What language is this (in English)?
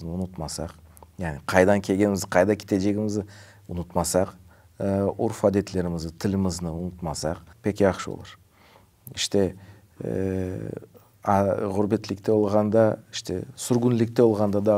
Crimean Tatar